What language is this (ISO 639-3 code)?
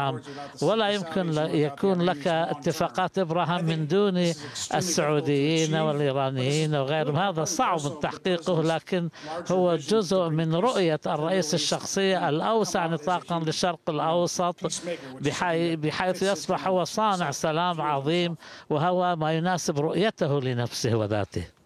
ara